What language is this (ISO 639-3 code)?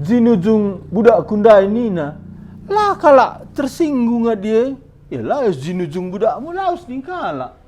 btx